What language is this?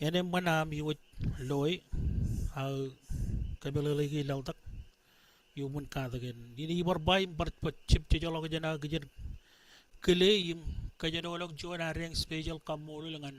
Marshallese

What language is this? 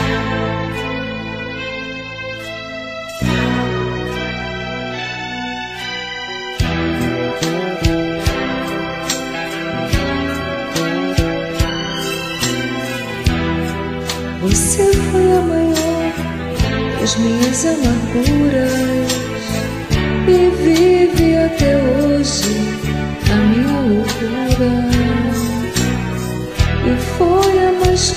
Portuguese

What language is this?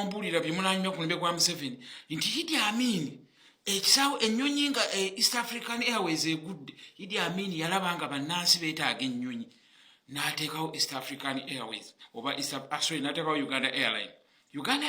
Ganda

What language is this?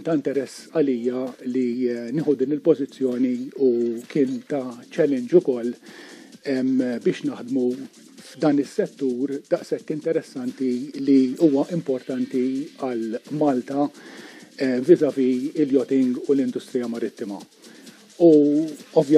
Maltese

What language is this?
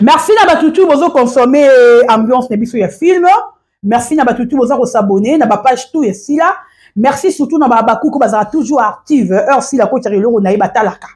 Lingala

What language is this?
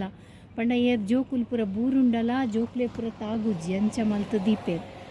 Tulu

